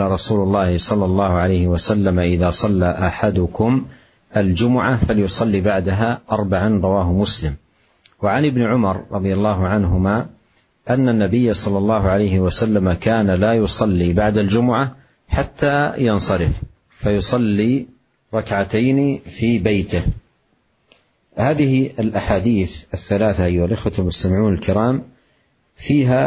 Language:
Arabic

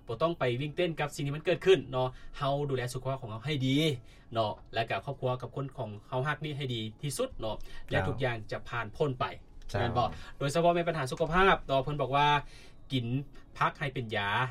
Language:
Lao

